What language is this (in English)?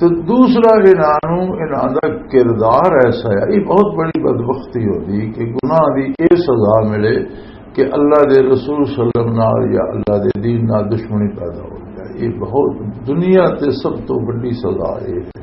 Western Panjabi